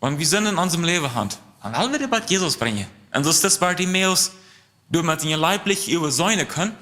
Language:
Plautdietsch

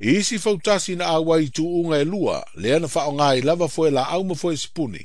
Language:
Samoan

